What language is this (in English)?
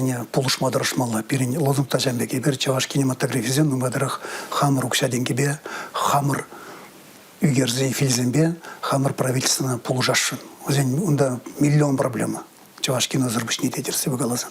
Chuvash